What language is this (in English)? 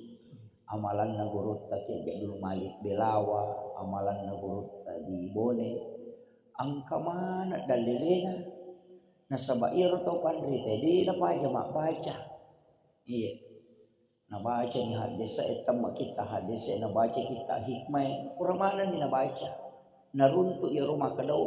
Buginese